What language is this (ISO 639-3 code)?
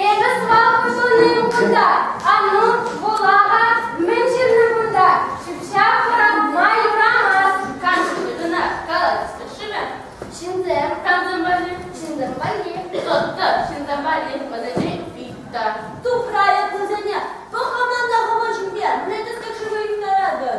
chv